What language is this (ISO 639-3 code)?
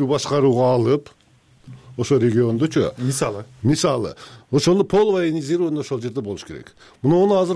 kir